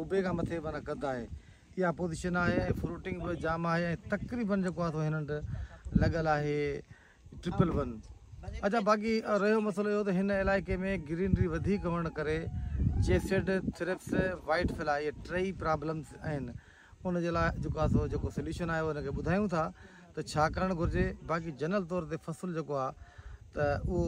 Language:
Sindhi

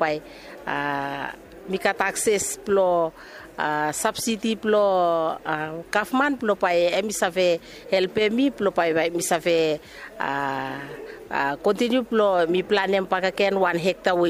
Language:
Bislama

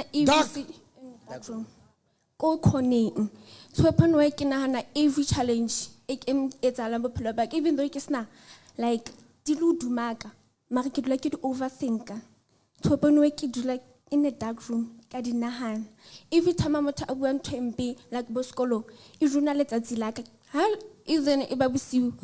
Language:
Southern Sotho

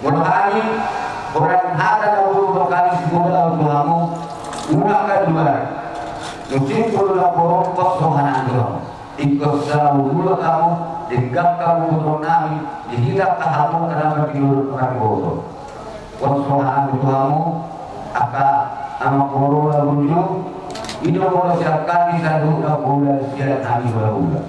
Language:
Batak Toba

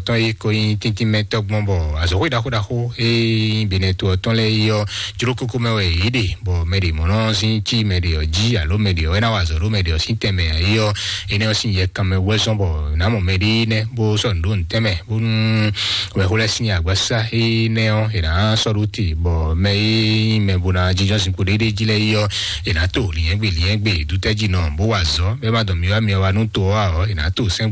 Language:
Fon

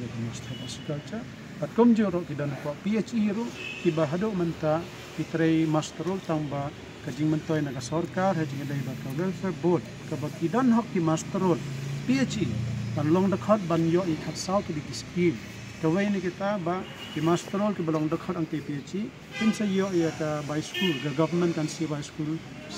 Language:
Khasi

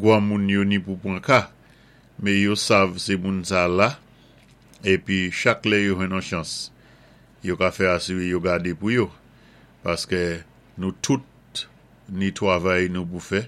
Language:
Saint Lucian Creole French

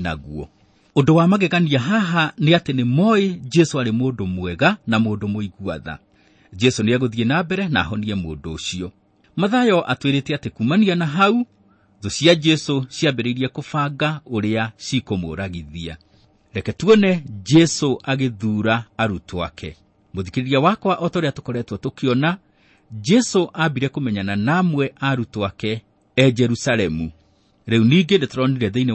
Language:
Kikuyu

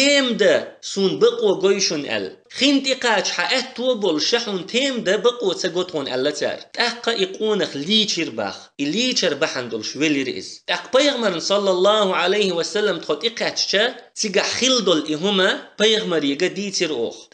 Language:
Chechen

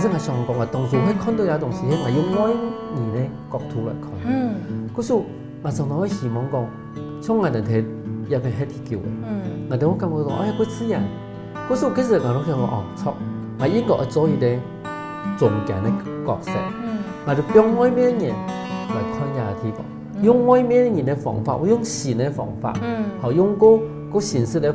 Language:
Hakka Chinese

